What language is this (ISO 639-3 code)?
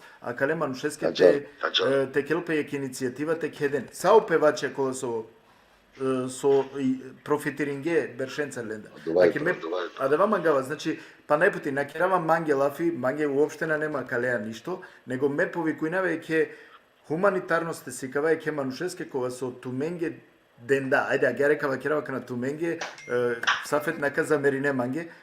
rmn